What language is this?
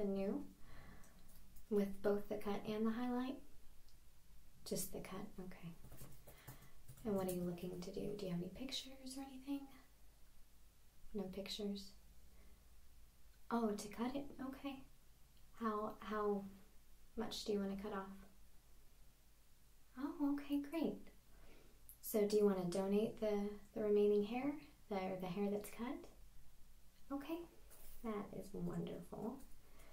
English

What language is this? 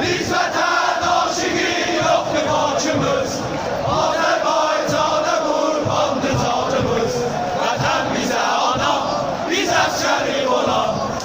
South Azerbaijani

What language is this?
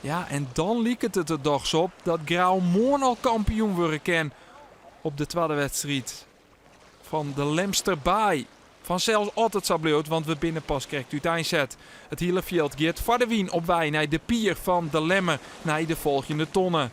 Western Frisian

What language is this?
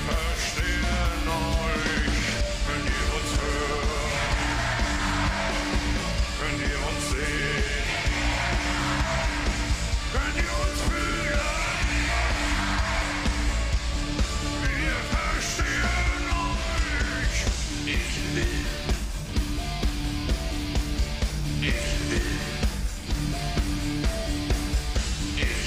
German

